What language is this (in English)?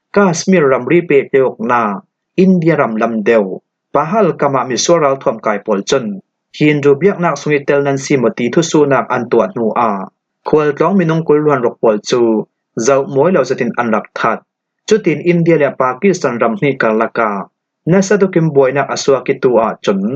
Falam Chin